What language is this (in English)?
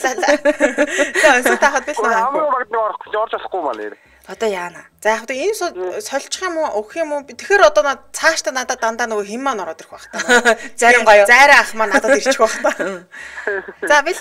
Mongolian